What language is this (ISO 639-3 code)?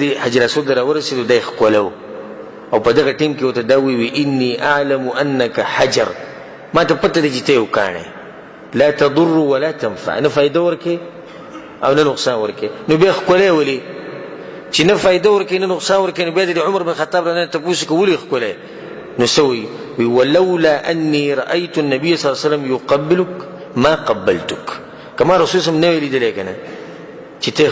pus